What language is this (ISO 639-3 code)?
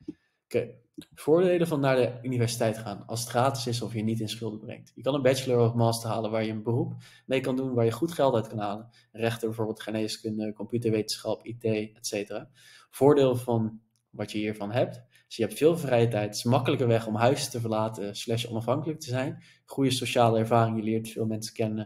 nld